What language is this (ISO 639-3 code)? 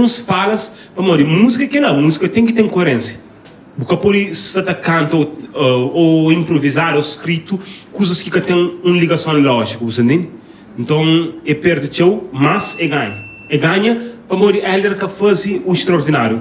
kea